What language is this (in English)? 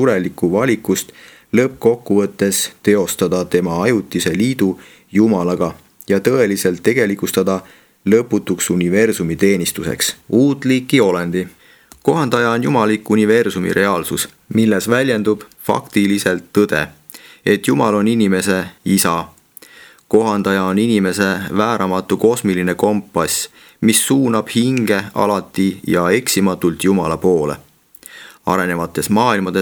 Estonian